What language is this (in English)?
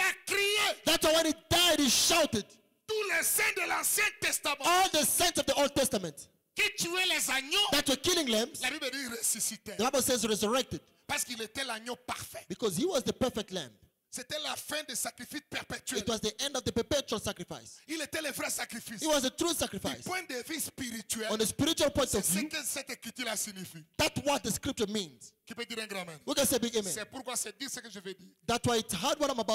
French